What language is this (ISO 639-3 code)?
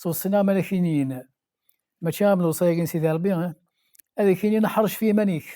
kab